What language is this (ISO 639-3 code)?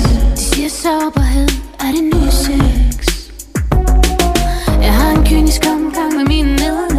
dan